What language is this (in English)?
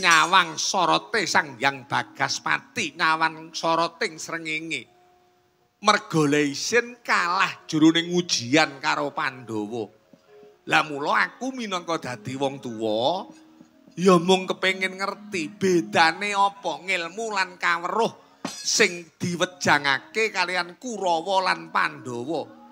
Javanese